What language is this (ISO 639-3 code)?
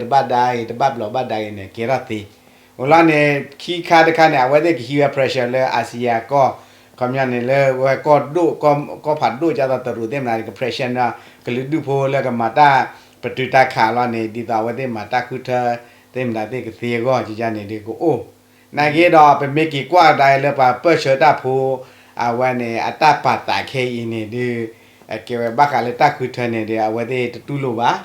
ksw